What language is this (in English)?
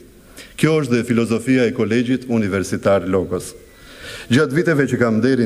Albanian